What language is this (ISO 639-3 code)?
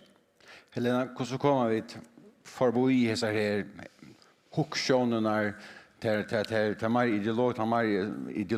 fao